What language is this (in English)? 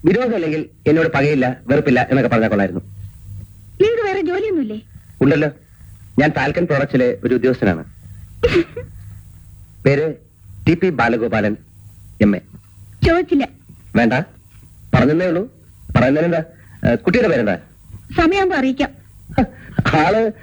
Malayalam